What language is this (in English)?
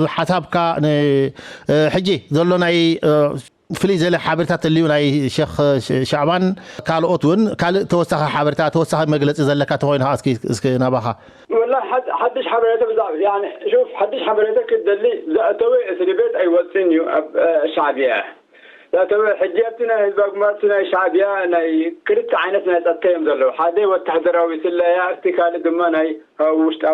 Tigrinya